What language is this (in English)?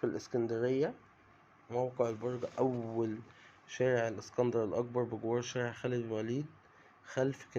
Egyptian Arabic